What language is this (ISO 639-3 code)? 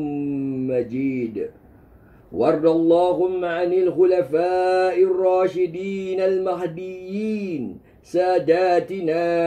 msa